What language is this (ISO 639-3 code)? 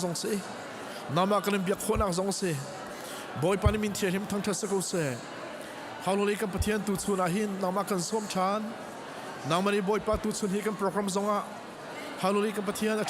cnh